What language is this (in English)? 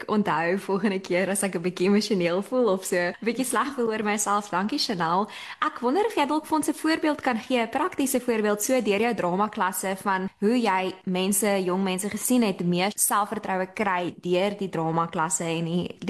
Afrikaans